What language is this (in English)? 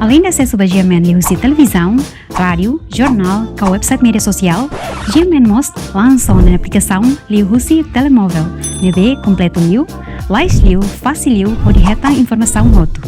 Tetum